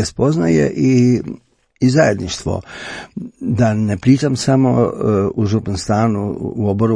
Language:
Croatian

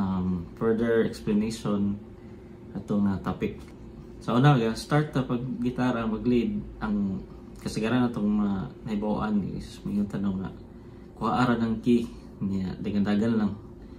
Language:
Cebuano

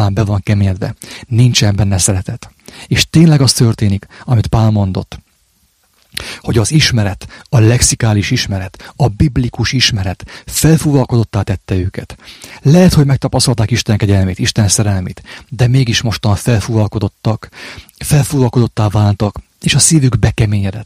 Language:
Hungarian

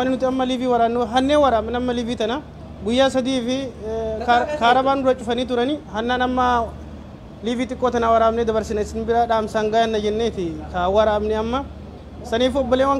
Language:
Oromo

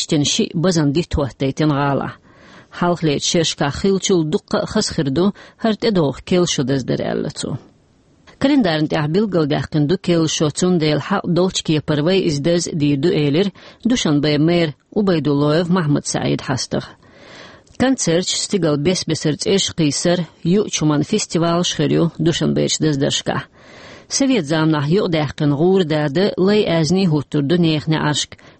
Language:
Chechen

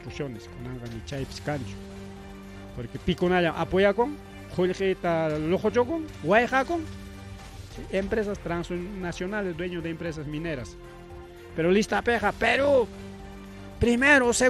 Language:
Ayacucho Quechua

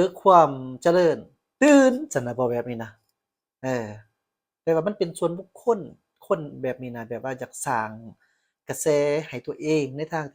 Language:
Lao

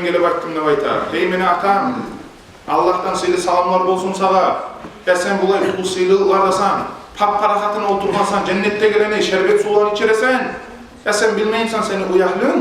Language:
Kumyk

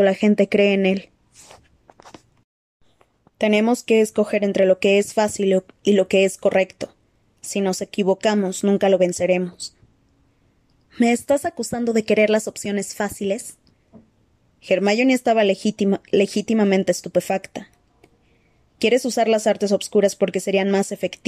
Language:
Spanish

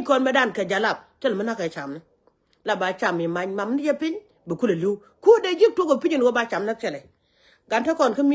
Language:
Nuer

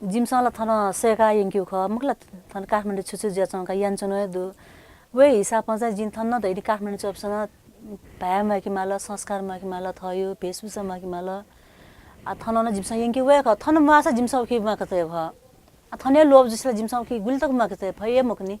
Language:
Newari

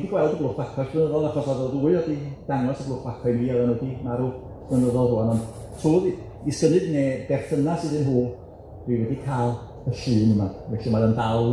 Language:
Welsh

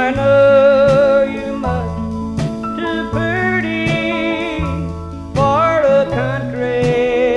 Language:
English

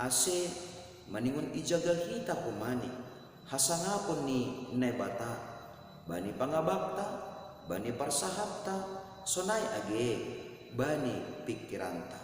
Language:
Batak Simalungun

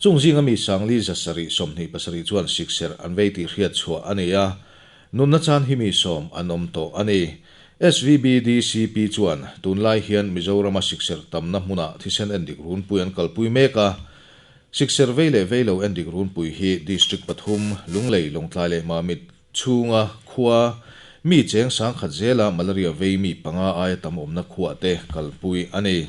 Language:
Mizo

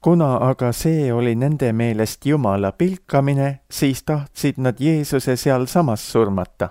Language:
Estonian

